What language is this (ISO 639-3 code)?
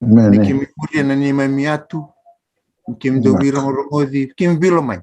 fij